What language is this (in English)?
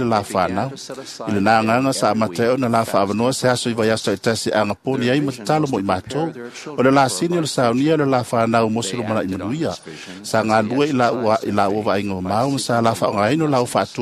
Samoan